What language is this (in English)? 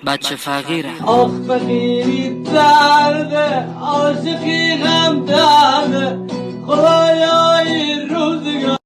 Tajik